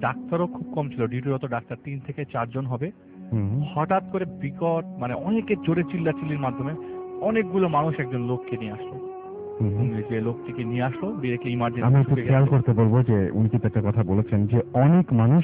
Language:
Bangla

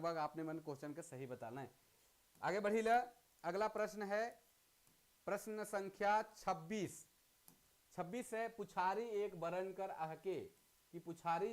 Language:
Sadri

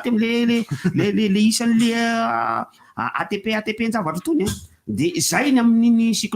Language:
Malagasy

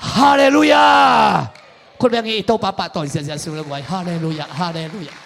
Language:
Tedim Chin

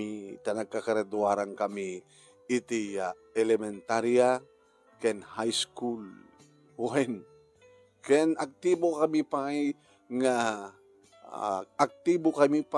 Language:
Iloko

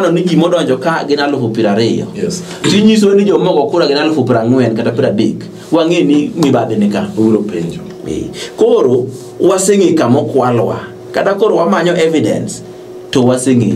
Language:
Luo (Kenya and Tanzania)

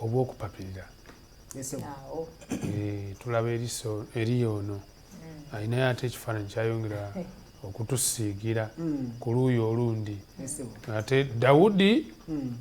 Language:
Ganda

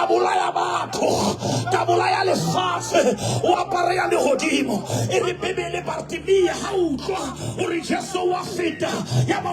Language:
Southern Sotho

